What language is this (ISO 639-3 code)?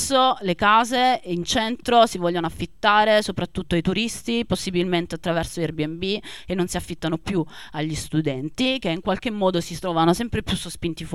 ita